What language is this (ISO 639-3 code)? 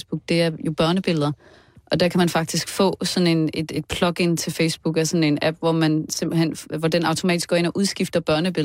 dan